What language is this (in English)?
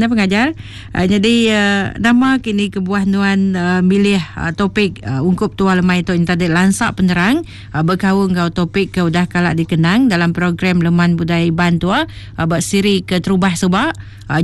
Iban